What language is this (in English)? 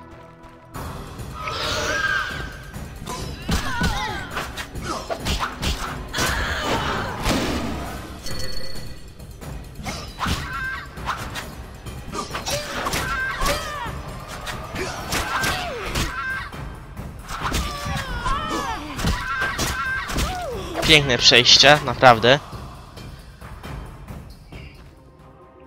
Polish